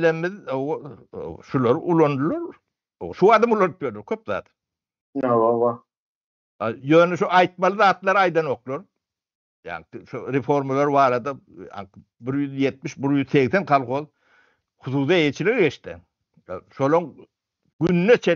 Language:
Turkmen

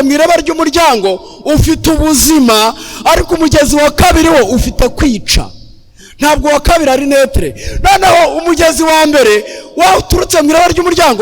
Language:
Kinyarwanda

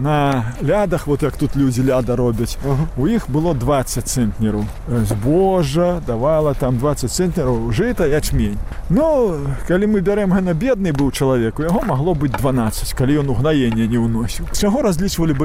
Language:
Belarusian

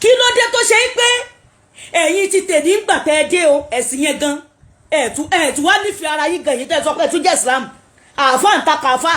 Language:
Yoruba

